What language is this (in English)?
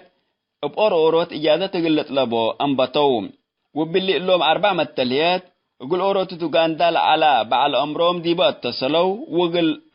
Tigre